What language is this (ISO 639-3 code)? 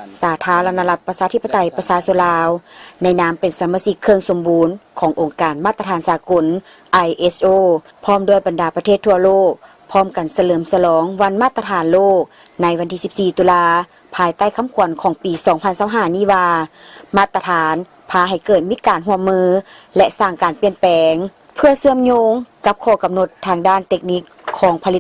lao